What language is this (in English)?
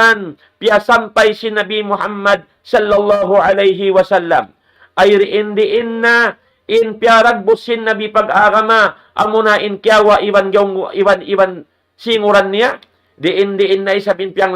Tausug